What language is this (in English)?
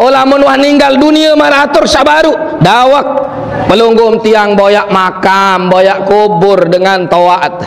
Sasak